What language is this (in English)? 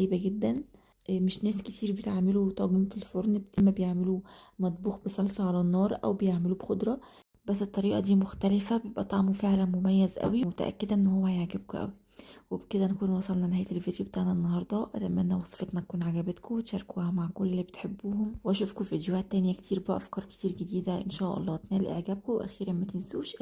Egyptian Arabic